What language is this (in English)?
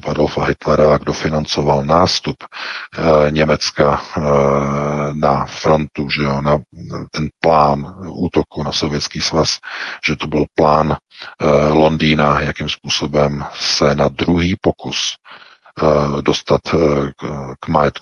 Czech